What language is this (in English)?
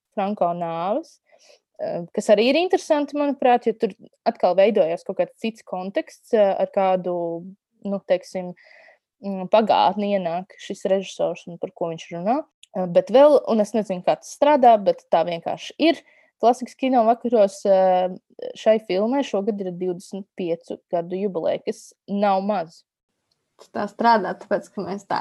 Latvian